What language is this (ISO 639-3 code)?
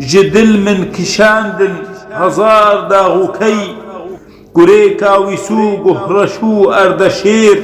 kur